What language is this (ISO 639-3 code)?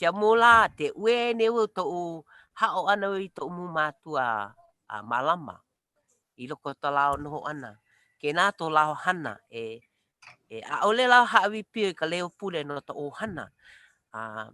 haw